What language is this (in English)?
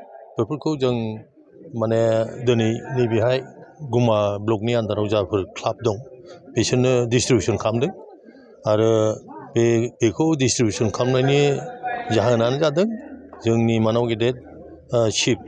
Bodo